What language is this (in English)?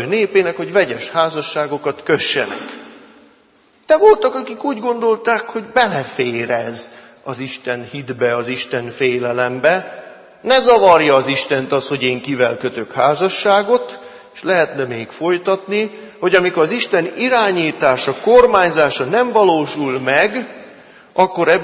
Hungarian